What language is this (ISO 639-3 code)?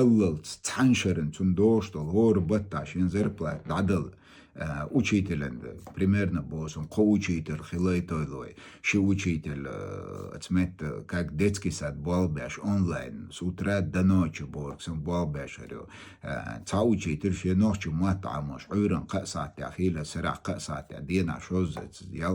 che